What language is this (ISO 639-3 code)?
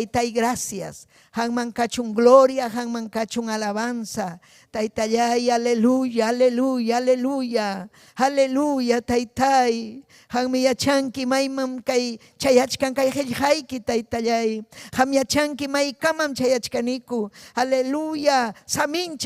quy